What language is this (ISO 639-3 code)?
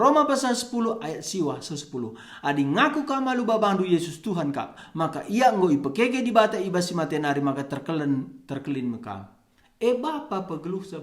btx